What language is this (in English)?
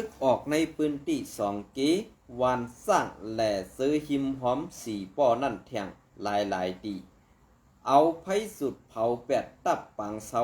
Shan